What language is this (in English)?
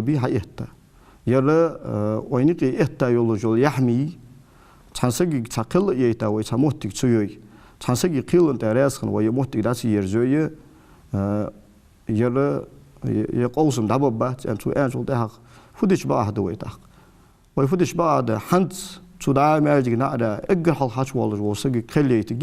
Ingush